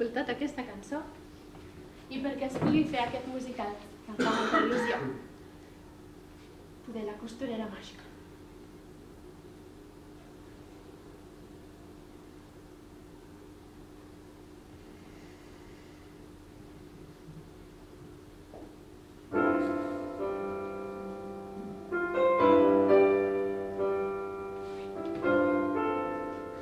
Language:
Catalan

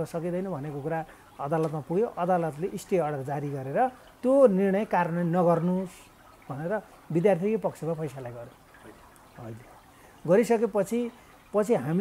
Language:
Nepali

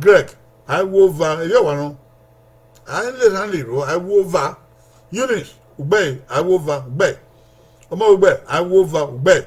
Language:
Bini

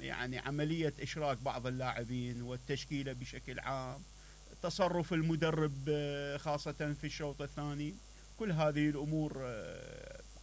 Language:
Mesopotamian Arabic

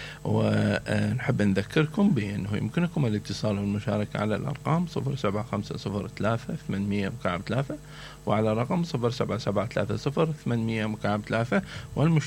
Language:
Mesopotamian Arabic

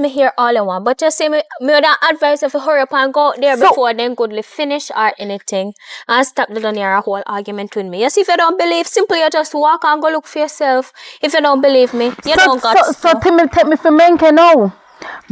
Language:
Jamaican Creole English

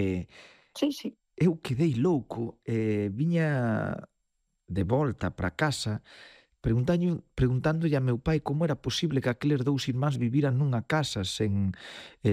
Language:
Galician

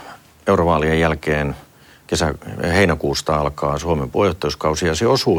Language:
Finnish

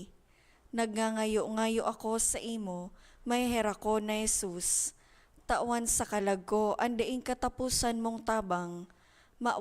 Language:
Bikol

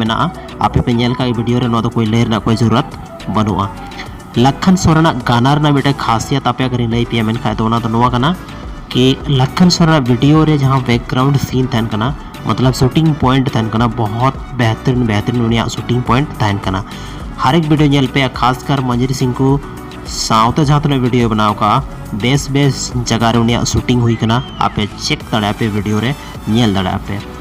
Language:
Santali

